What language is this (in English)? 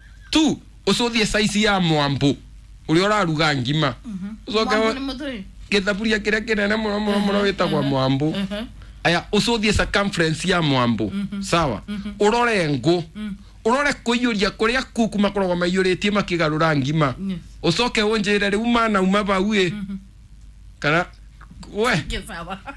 Kikuyu